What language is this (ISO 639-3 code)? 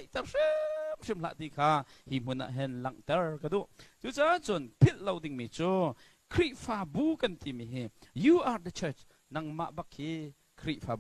cnh